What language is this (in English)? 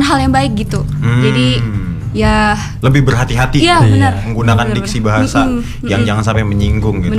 Indonesian